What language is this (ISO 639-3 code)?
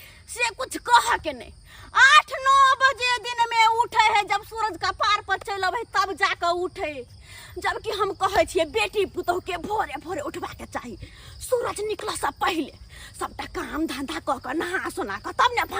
mai